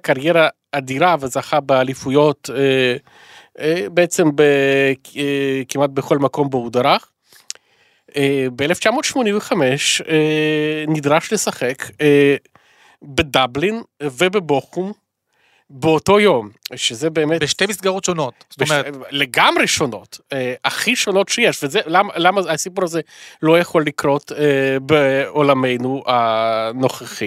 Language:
Hebrew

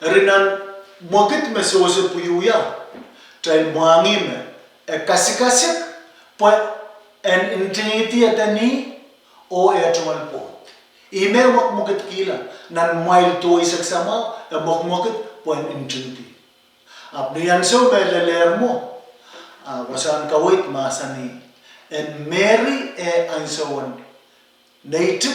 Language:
Pohnpeian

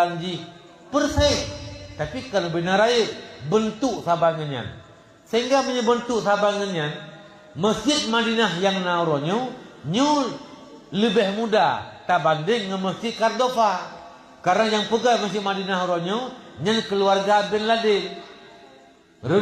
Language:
Achinese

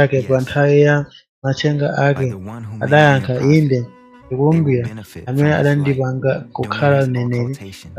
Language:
Nyanja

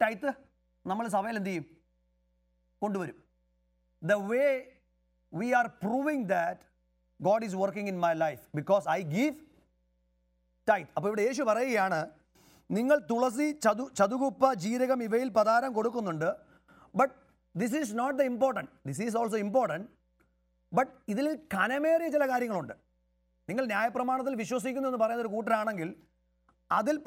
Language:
Malayalam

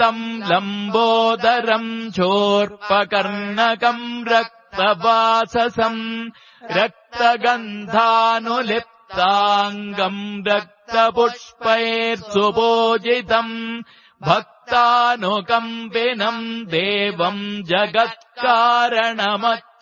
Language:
Sanskrit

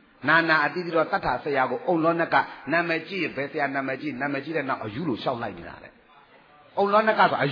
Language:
Burmese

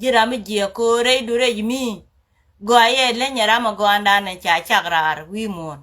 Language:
Nuer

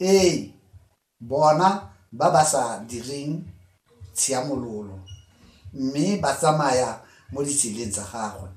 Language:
Tswana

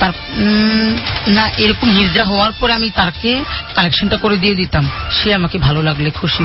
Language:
Bangla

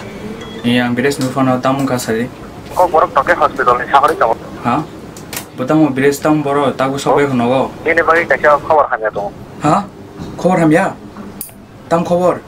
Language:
Kok Borok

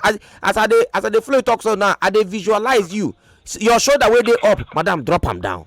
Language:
Nigerian Pidgin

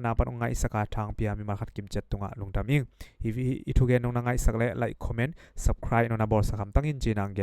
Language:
Tedim Chin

